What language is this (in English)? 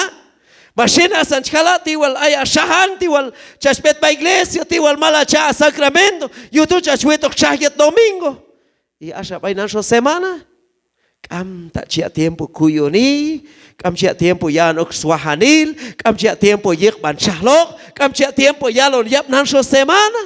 Q'anjob'al